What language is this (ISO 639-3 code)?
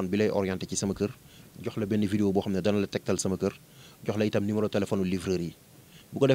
wol